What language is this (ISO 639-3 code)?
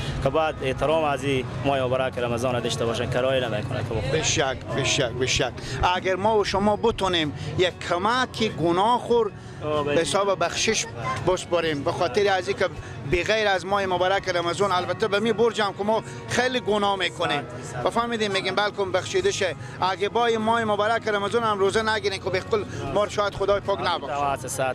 fas